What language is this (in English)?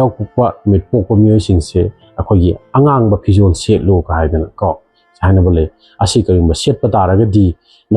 Manipuri